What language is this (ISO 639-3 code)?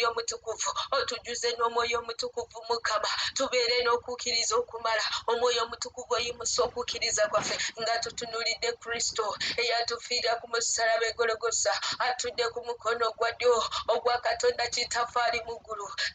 lug